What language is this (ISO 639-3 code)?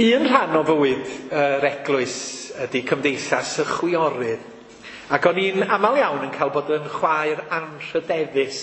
cym